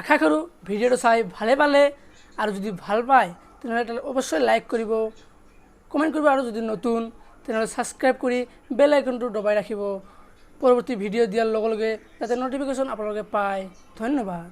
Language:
Assamese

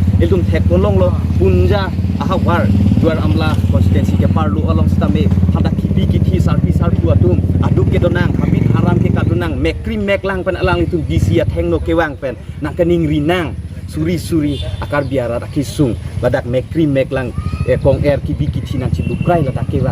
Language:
Karbi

